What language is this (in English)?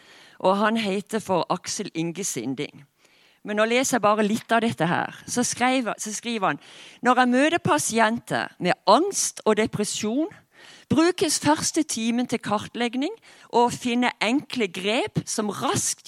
Norwegian